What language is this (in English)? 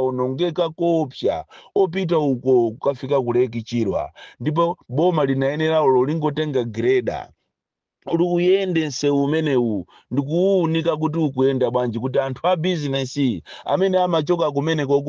Nyanja